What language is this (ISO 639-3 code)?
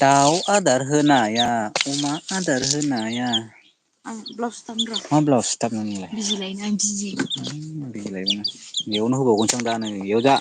brx